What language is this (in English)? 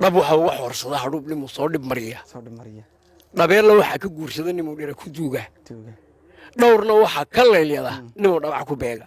Somali